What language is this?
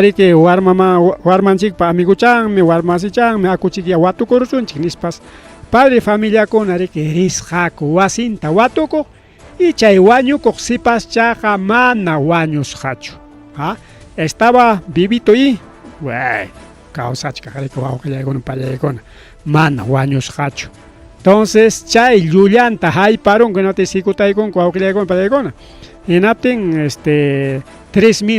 Ayacucho Quechua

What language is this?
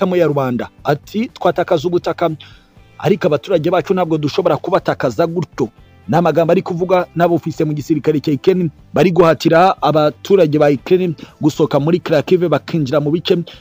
Kinyarwanda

